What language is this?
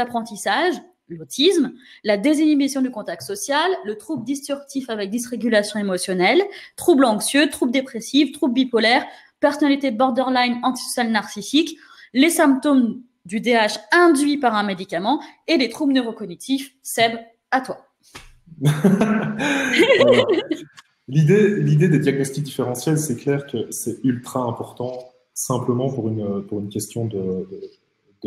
French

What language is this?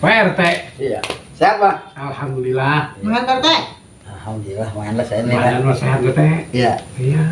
Betawi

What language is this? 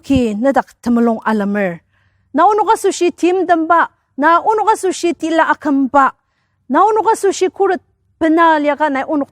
Ao Naga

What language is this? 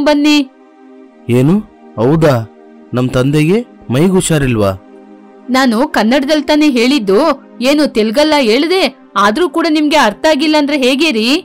Kannada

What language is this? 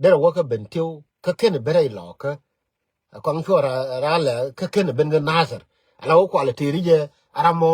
Nuer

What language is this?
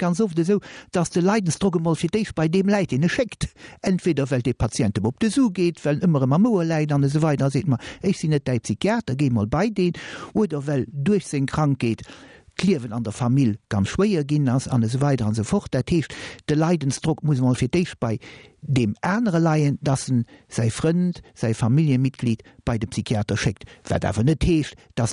Luxembourgish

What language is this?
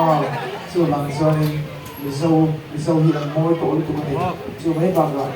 Mizo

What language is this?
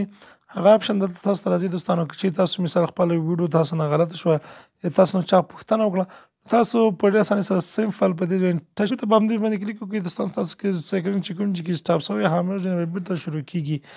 Pashto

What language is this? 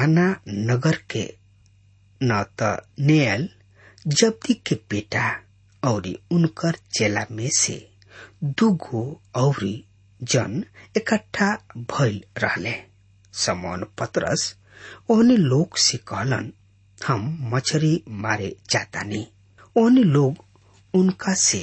Bhojpuri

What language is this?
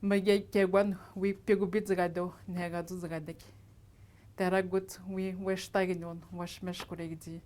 Atikamekw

